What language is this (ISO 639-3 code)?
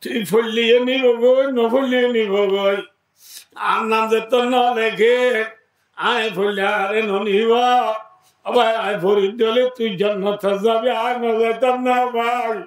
rhg